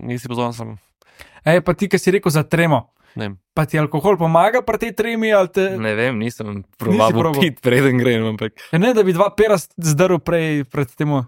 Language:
Slovenian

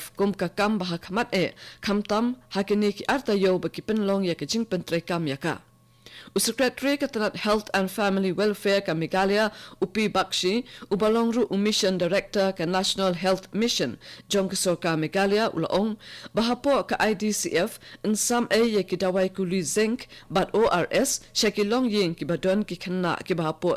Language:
Khasi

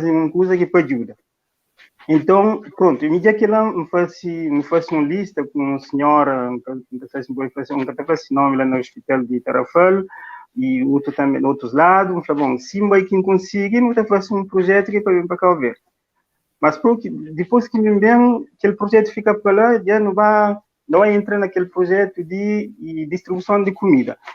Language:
Kabuverdianu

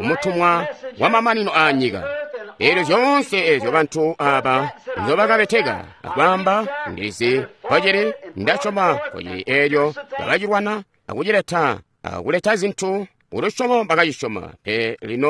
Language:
Tonga (Zambia)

